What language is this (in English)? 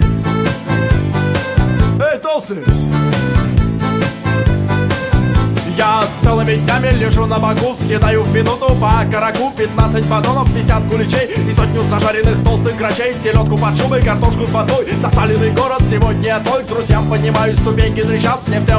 Russian